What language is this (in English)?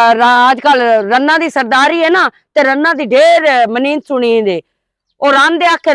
Western Panjabi